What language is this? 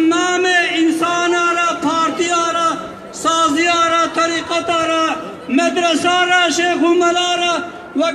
Kurdish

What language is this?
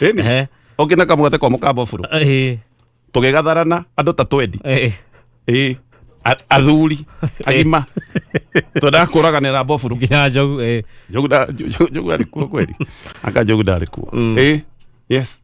Kikuyu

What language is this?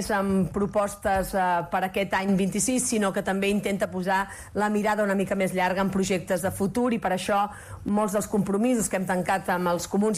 Catalan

